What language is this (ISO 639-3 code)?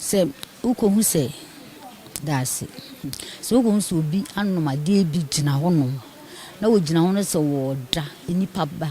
aka